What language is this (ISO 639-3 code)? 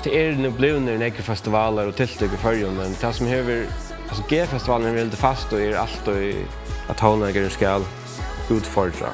fao